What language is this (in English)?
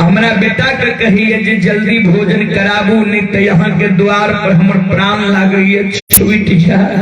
Maithili